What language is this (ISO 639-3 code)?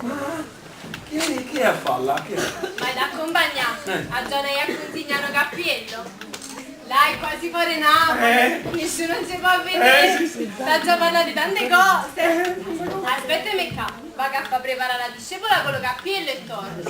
nap